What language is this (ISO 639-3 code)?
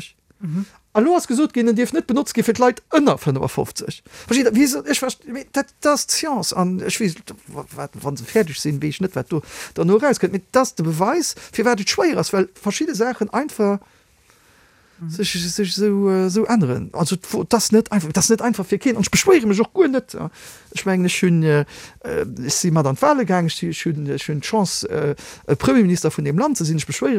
ltz